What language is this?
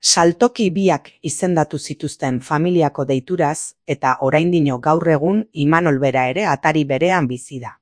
Basque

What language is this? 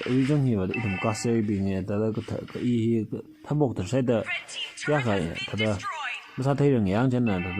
Tangkhul Naga (India)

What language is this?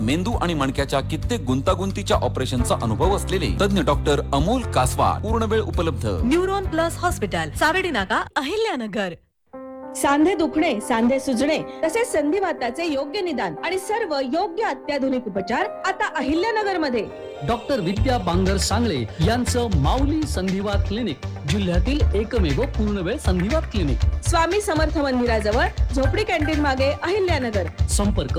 Marathi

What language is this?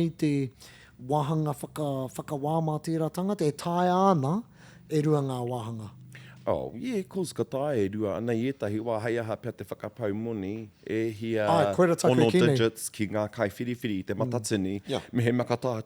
Māori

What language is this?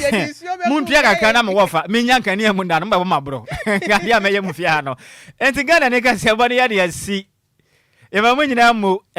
Akan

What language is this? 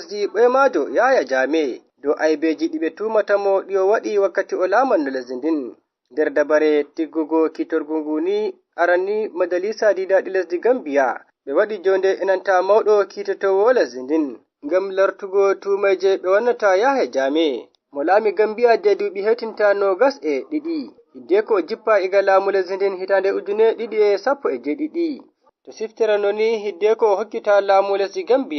Nigerian Fulfulde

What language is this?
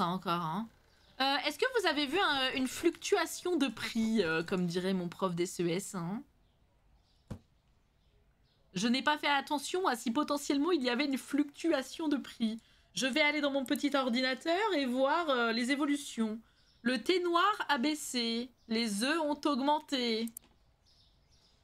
French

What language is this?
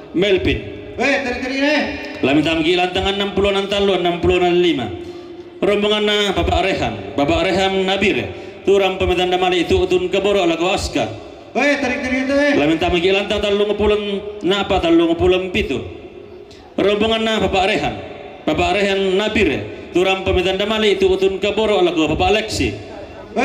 Toraja-Sa'dan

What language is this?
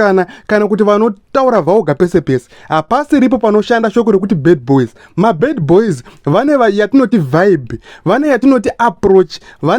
Shona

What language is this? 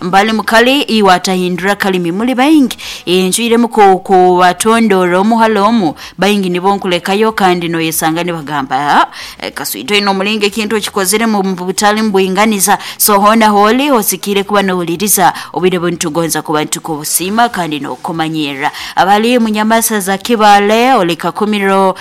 Nyoro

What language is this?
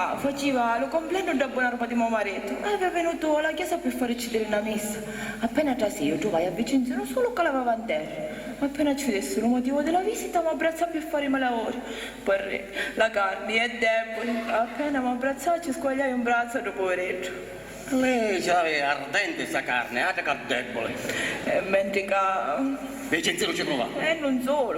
Sicilian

